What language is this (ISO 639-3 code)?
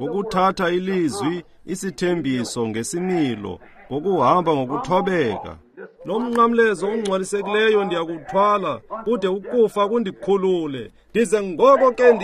xho